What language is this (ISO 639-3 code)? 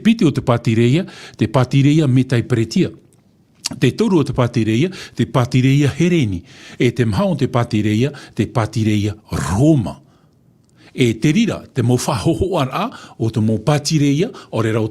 tah